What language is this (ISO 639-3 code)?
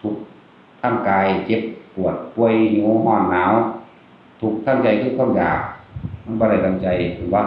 tts